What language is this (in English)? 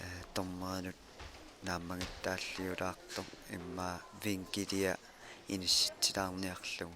Kalaallisut